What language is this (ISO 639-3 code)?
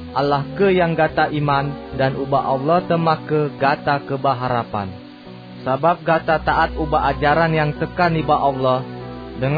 ace